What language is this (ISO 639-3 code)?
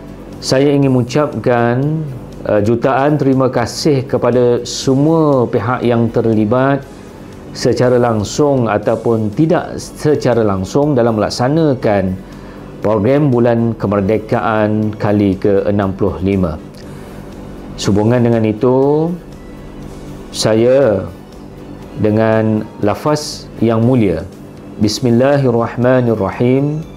msa